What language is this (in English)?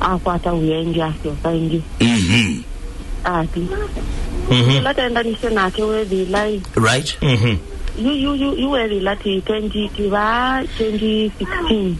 Kamba